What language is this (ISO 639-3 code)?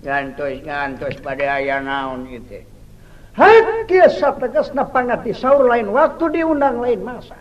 sun